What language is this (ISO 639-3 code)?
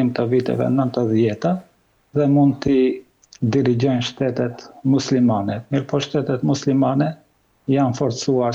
sqi